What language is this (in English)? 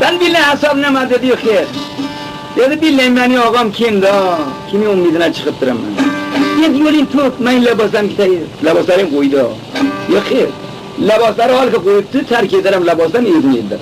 Khorasani Turkish